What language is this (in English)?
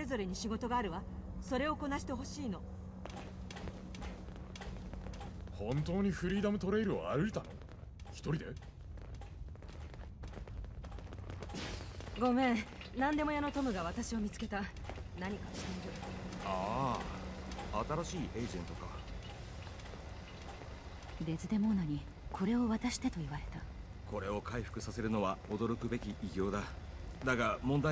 Japanese